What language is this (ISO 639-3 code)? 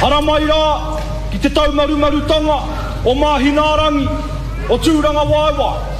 mri